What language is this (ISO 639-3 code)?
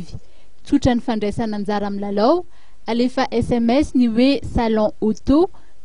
mlg